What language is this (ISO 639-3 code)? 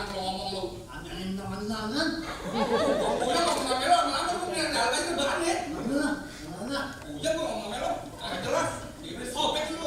bew